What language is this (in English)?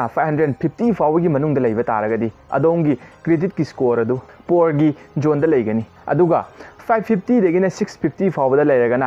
Manipuri